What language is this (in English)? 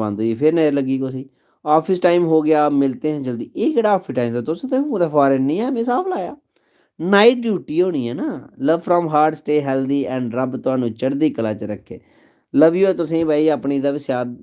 Dogri